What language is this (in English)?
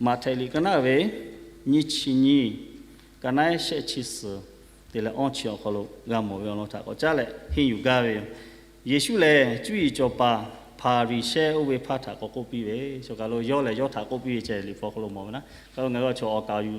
Lahu